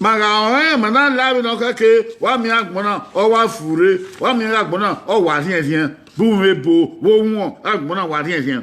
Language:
Bini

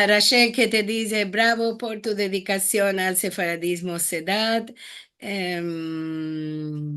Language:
Ladino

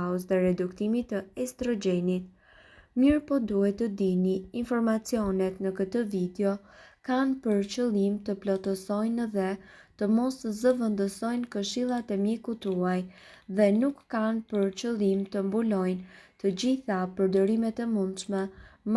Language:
Albanian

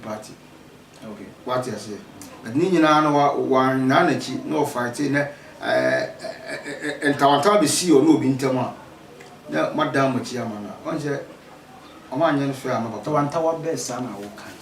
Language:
Akan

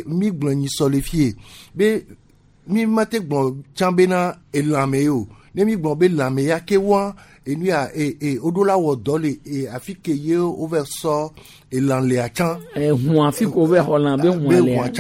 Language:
Gen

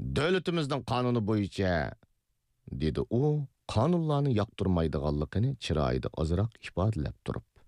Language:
Uyghur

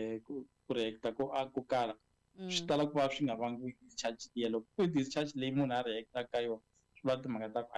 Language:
Tsonga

